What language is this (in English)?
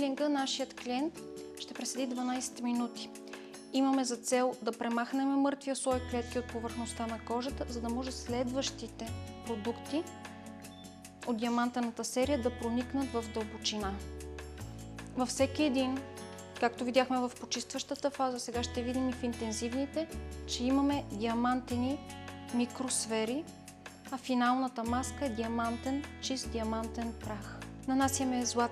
Bulgarian